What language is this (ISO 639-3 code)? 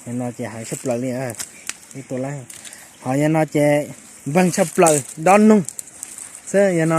hmn